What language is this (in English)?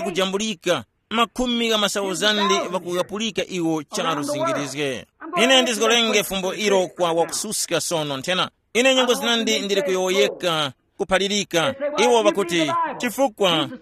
Tumbuka